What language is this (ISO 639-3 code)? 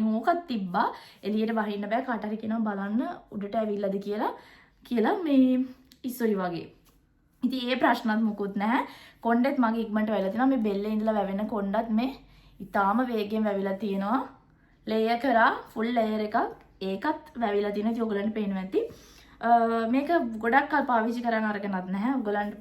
sin